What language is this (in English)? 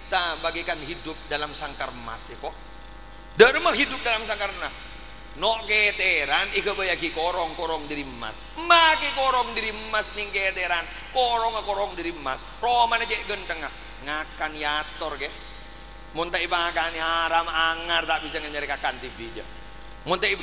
Madurese